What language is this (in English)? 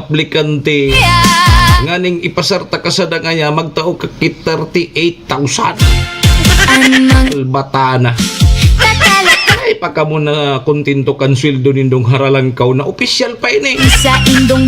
Bikol